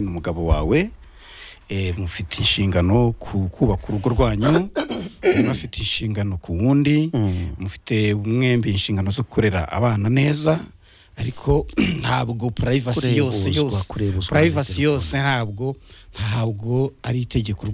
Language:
Kinyarwanda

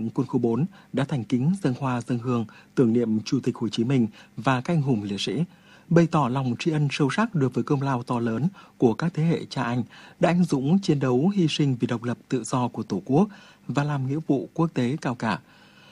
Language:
Vietnamese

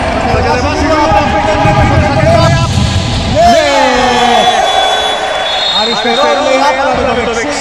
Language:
Greek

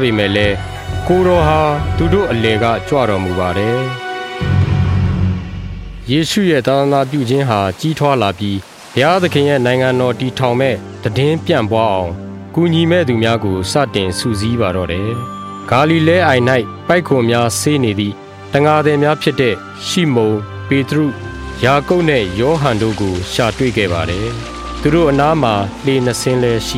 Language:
Burmese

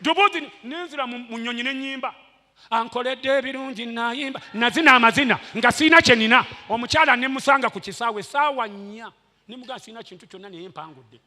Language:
Ganda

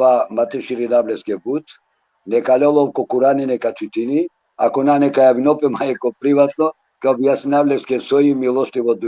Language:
Balkan Romani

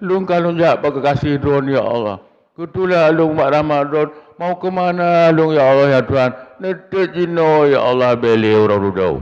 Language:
Achinese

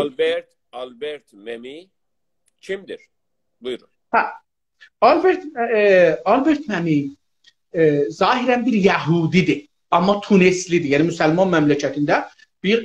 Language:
South Azerbaijani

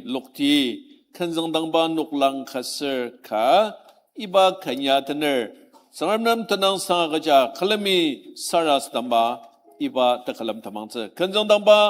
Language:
Ao Naga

